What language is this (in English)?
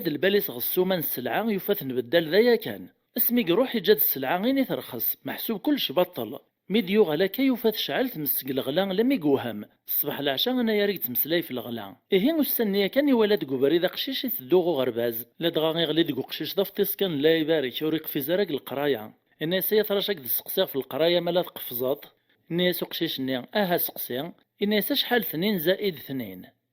Kabyle